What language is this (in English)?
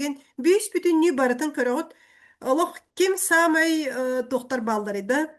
Yakut